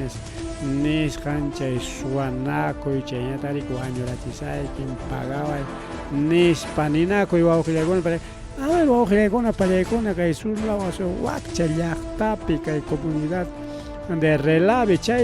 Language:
Ayacucho Quechua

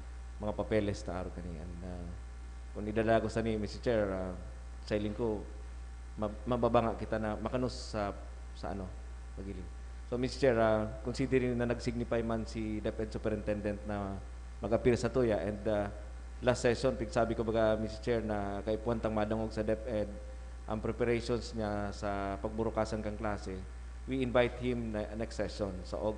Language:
Bikol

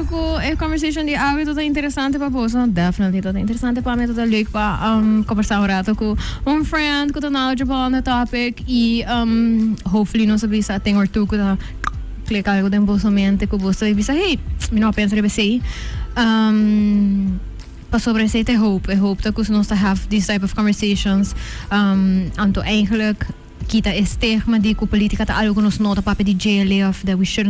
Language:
Papiamento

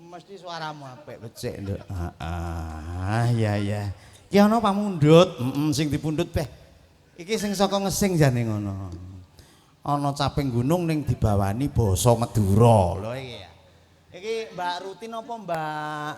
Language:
Javanese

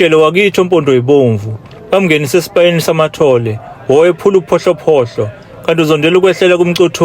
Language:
Zulu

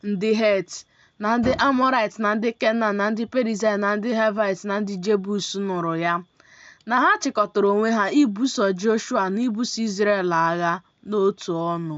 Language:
Igbo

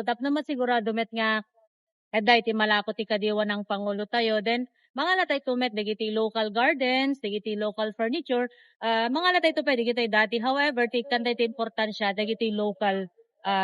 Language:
Iloko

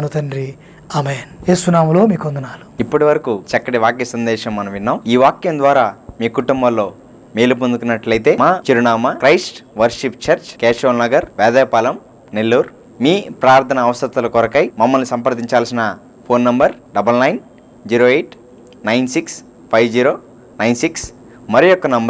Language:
Telugu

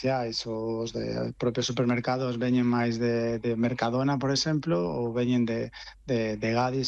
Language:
Galician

